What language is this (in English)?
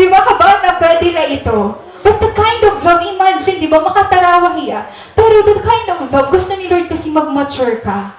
Waray